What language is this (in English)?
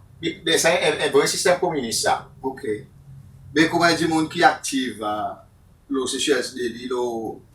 Seselwa Creole French